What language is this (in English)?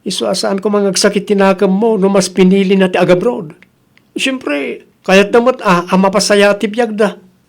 Iloko